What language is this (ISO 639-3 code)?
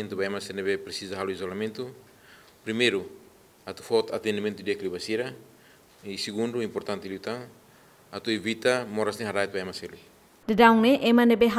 tet